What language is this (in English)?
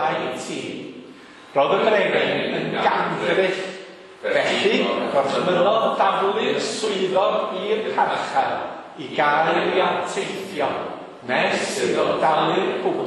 Welsh